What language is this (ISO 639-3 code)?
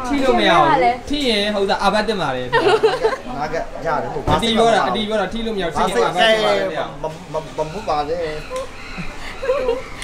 mya